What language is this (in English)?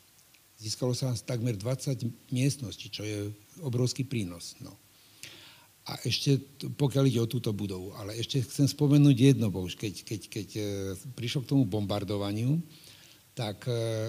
Slovak